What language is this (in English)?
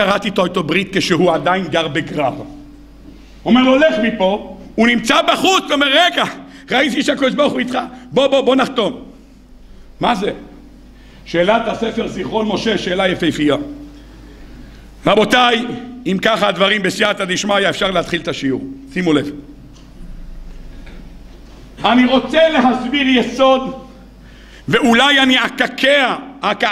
Hebrew